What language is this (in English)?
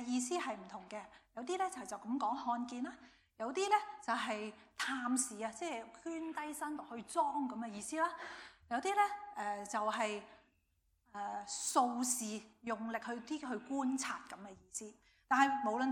Cantonese